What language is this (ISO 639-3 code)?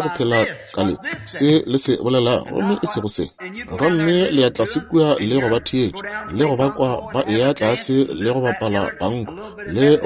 nso